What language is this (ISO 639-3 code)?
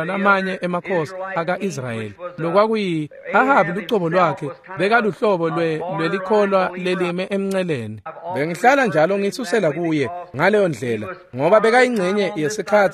ssw